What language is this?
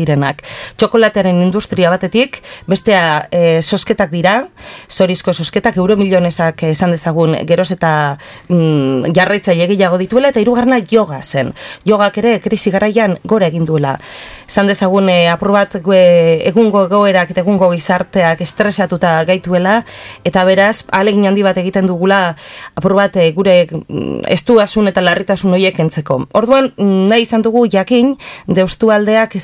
Basque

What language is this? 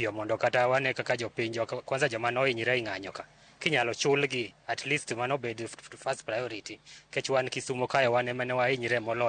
Luo (Kenya and Tanzania)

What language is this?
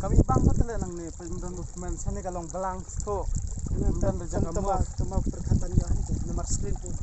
Khasi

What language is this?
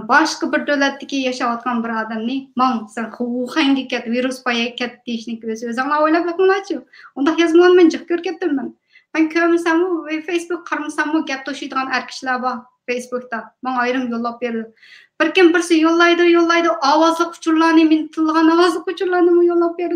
Uyghur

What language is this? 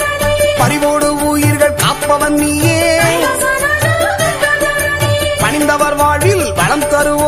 Tamil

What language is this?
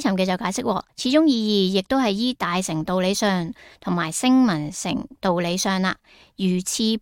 Cantonese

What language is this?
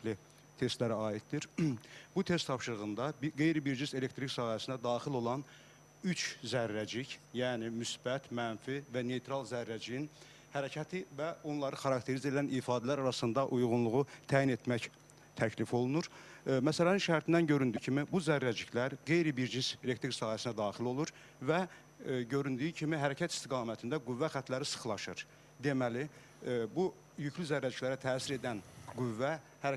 Azerbaijani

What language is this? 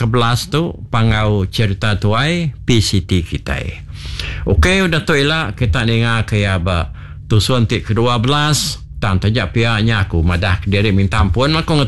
Iban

